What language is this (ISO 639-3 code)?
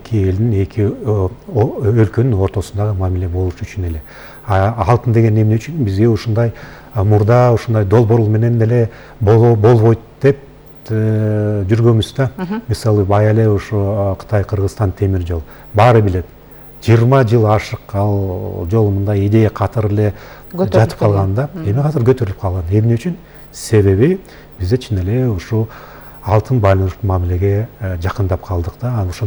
kir